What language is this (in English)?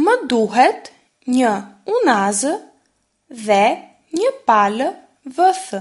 Albanian